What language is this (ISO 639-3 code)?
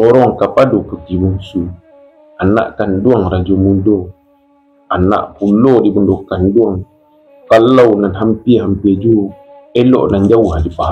min